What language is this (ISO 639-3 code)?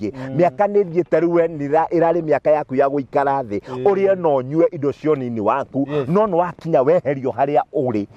kik